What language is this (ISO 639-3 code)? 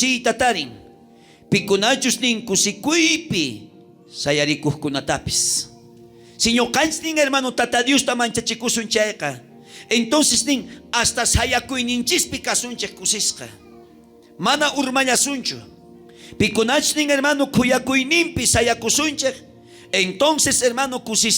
quh